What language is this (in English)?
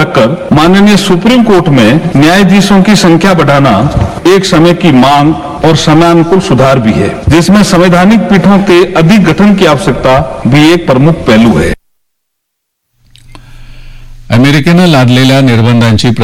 Marathi